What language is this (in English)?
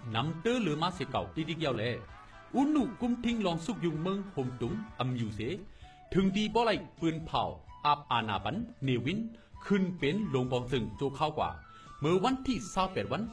Shan